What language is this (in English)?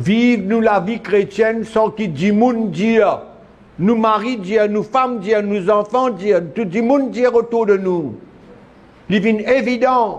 Morisyen